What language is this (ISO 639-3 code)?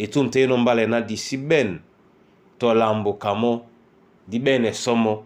dua